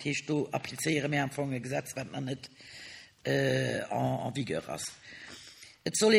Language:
Luxembourgish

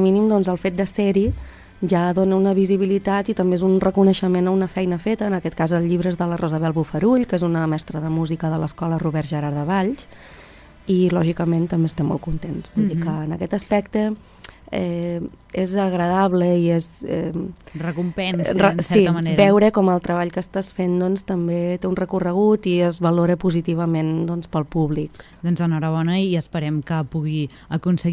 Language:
Catalan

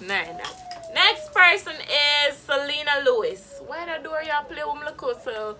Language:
Jamaican Creole English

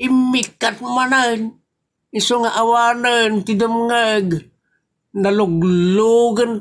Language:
Iloko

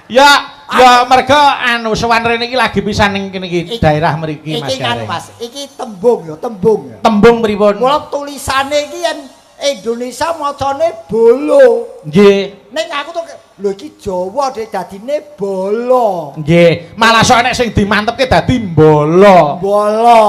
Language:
Javanese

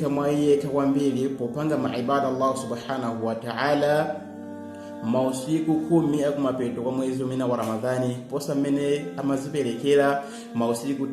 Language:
Nyanja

